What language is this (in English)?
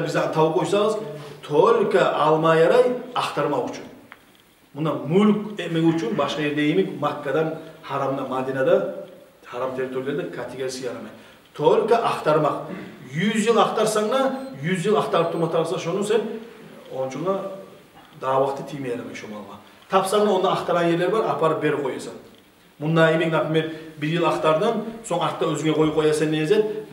Kumyk